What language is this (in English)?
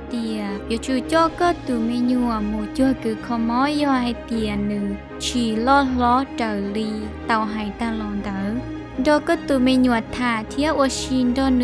Hmong